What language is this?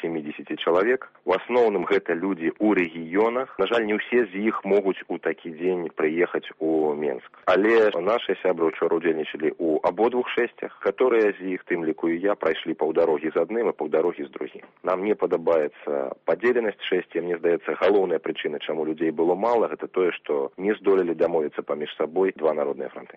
Belarusian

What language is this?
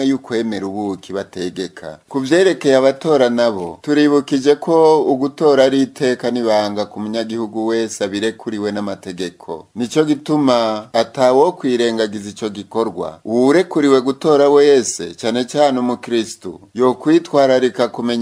Rundi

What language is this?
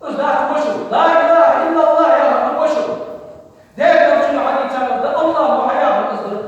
Ingush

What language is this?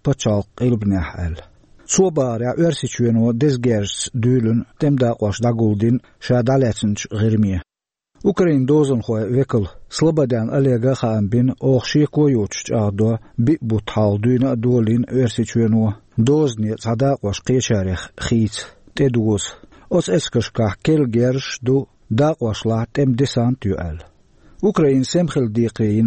Chechen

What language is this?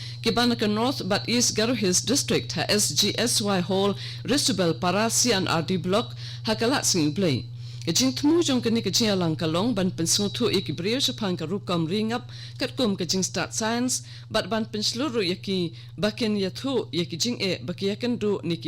Khasi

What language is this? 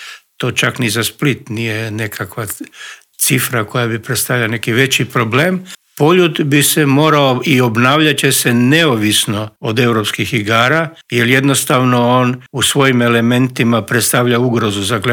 Croatian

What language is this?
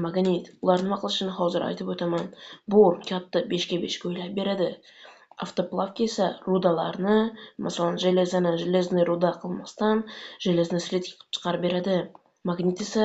Uzbek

